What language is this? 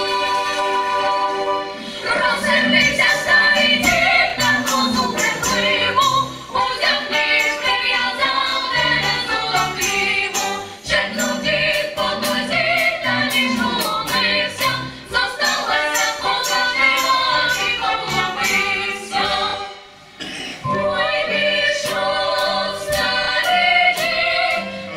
Ukrainian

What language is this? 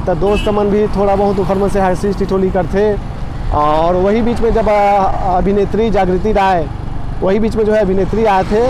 Chhattisgarhi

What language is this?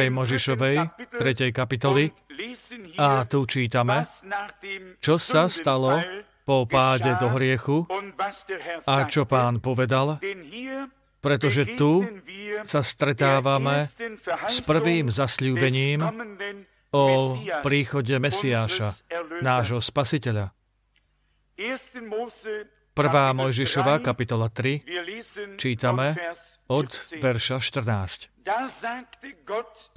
Slovak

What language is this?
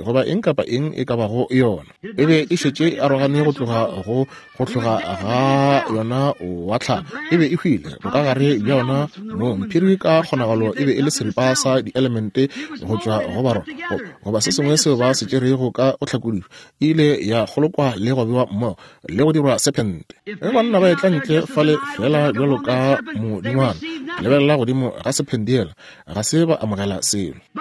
Northern Sotho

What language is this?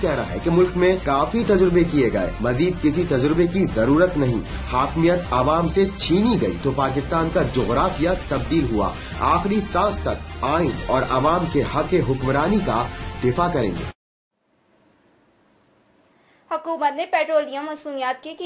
Urdu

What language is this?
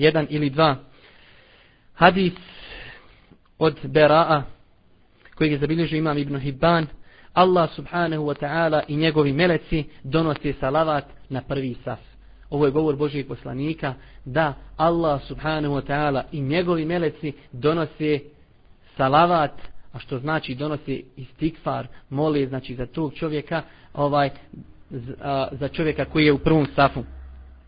Bosnian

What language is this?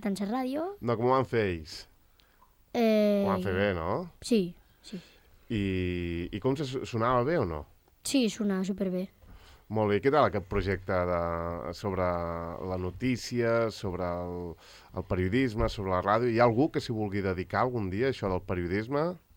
Catalan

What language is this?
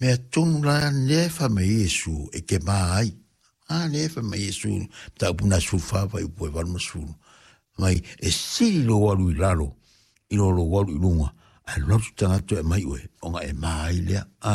Samoan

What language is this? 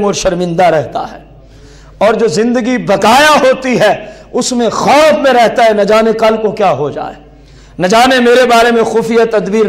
Urdu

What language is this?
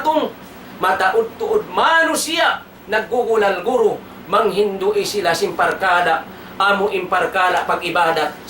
Tausug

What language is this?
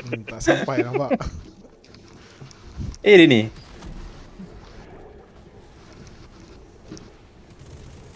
Malay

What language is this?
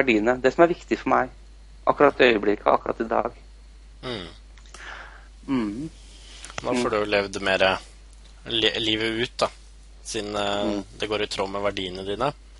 Norwegian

